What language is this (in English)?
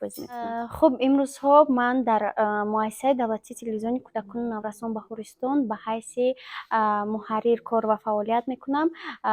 Tajik